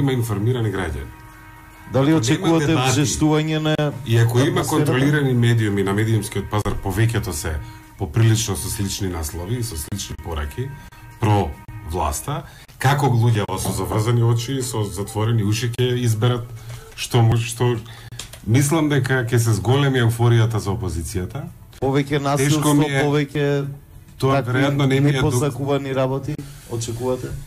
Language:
Macedonian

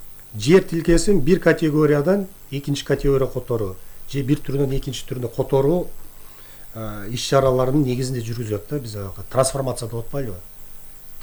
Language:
Kyrgyz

